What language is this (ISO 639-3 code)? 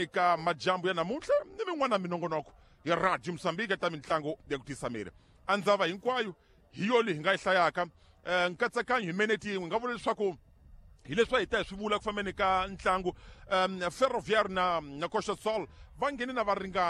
tso